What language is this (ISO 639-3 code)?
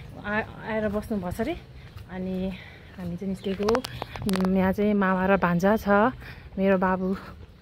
nep